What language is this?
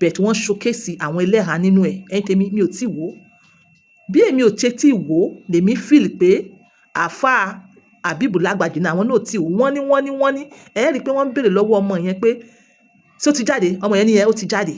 Yoruba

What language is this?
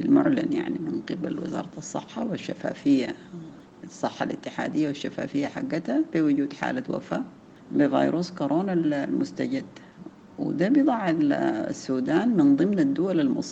Sudanese Arabic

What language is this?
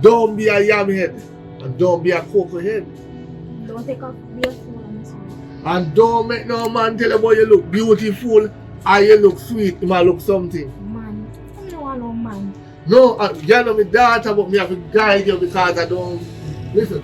Jamaican Creole English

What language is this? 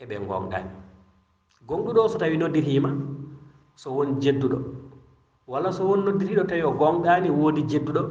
Fula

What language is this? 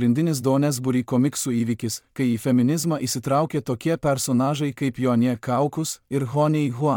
Lithuanian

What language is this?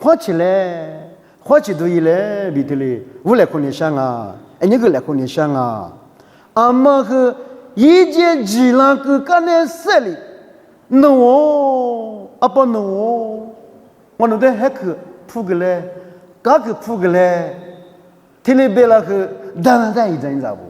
Lisu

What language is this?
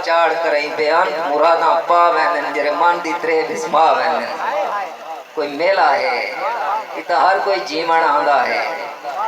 Saraiki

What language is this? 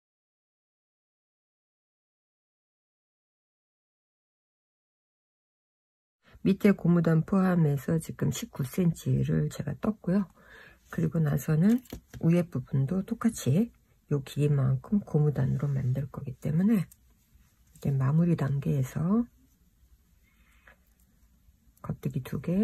Korean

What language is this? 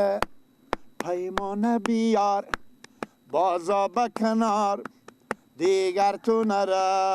Persian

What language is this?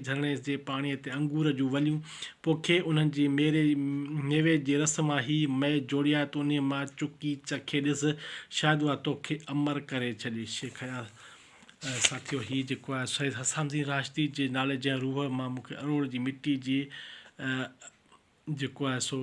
Sindhi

